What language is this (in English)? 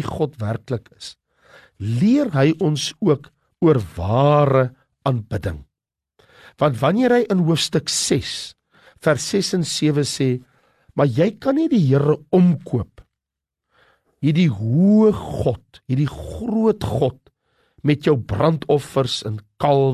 Afrikaans